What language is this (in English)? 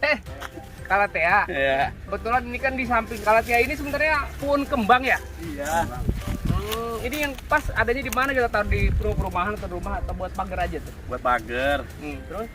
Betawi